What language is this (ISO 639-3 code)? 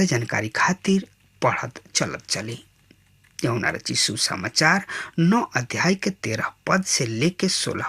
bho